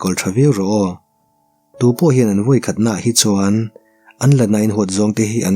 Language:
Mizo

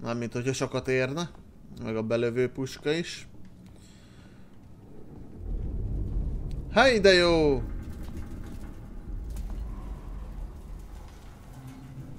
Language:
Hungarian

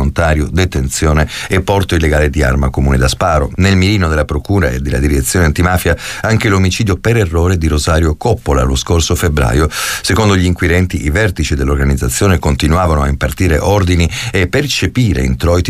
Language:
Italian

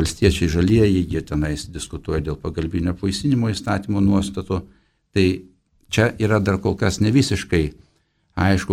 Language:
Lithuanian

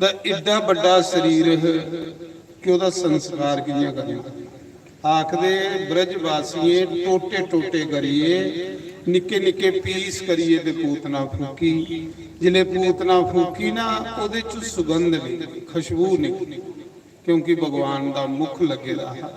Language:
Dogri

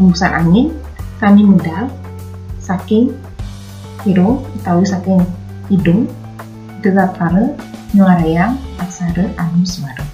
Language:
Balinese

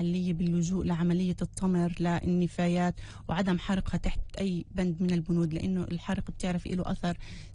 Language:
North Levantine Arabic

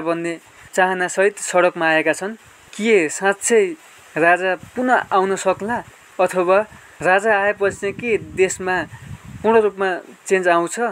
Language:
Nepali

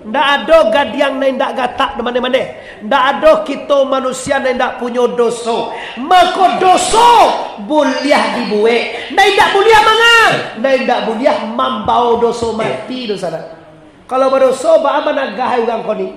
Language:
Minangkabau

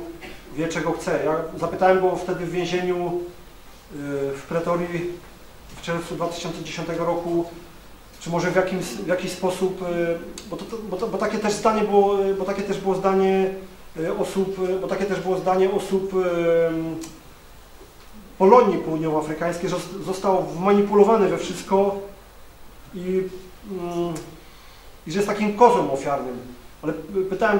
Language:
Polish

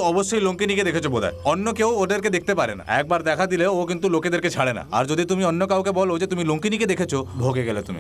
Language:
Bangla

